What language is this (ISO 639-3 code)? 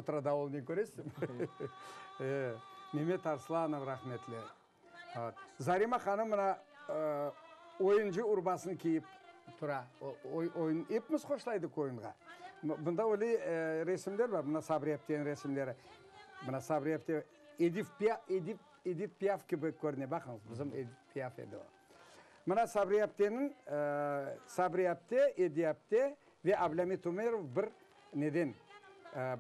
crh